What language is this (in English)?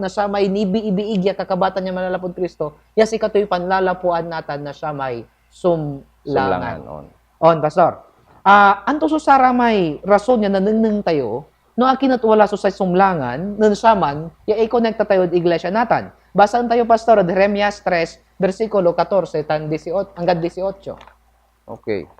Pangasinan